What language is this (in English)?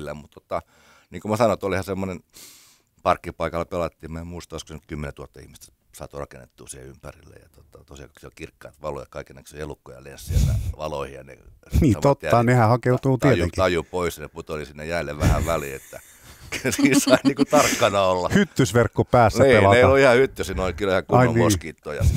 Finnish